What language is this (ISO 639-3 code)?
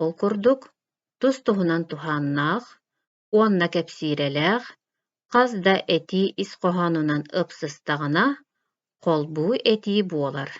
sah